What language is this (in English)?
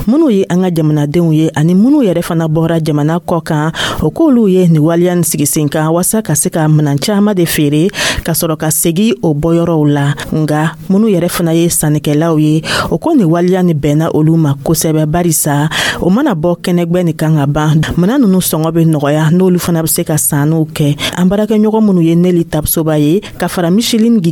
Dyula